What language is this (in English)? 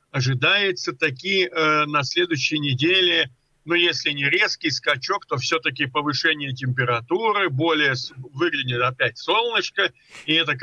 Russian